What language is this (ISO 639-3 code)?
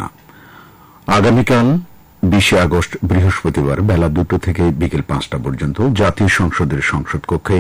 ben